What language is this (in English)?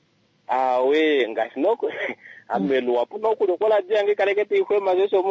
Kuanyama